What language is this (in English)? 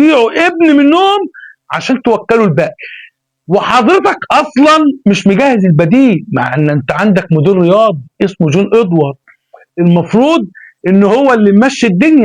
Egyptian Arabic